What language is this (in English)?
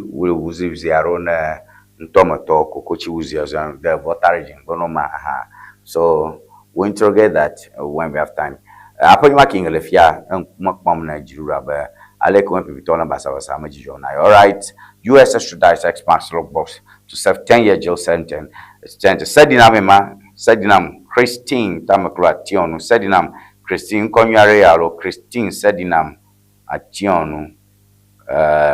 Ewe